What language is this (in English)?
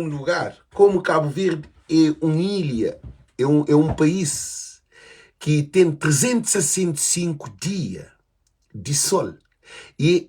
Kabuverdianu